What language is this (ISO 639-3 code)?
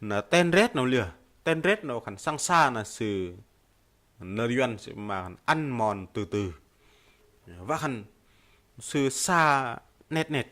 bdq